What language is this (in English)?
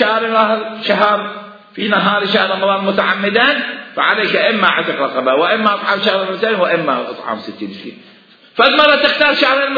Mesopotamian Arabic